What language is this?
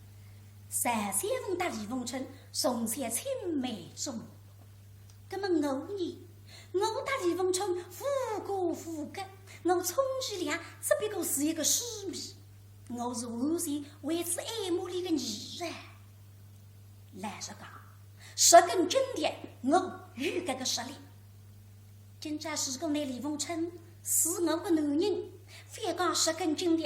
Wu Chinese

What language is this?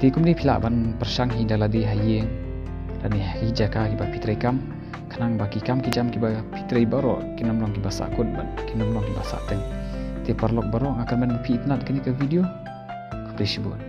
Khasi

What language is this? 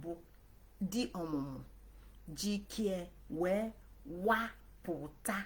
Igbo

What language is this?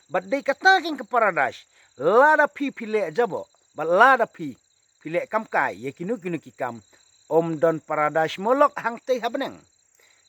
Khasi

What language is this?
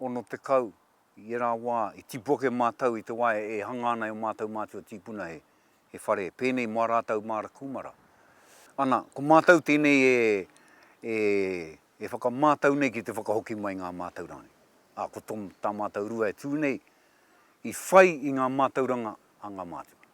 Māori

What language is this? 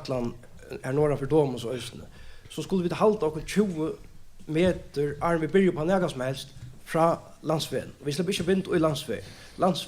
Faroese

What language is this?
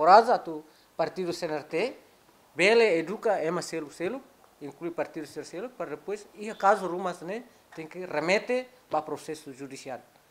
Tetum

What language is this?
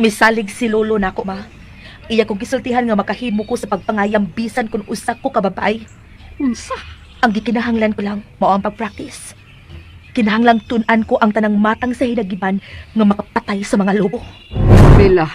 Cebuano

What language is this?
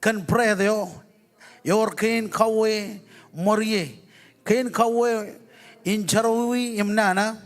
Marshallese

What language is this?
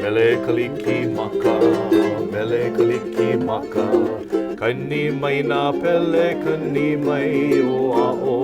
Hawaiian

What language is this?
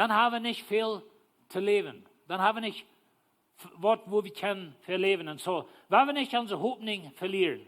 Plautdietsch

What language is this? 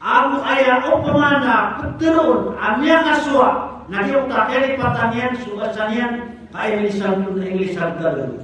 Maranao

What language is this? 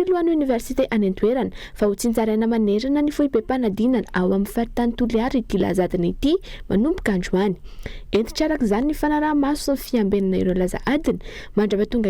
Malagasy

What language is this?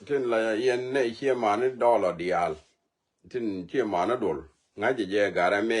Nuer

